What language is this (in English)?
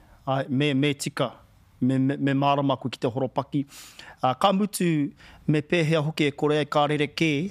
Māori